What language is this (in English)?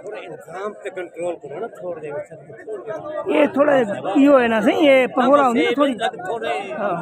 Saraiki